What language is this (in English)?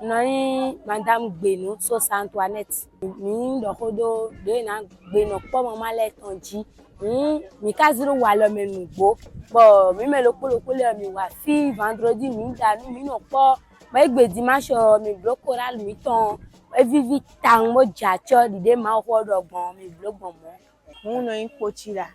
Fon